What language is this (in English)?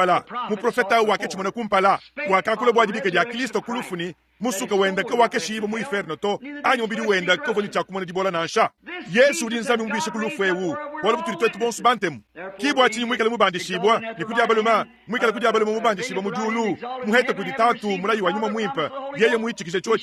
Luba-Lulua